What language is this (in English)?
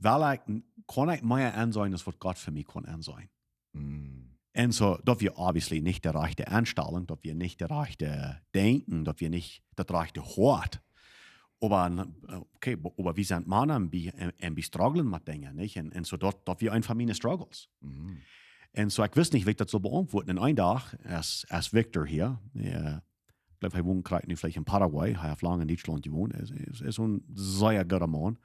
Plautdietsch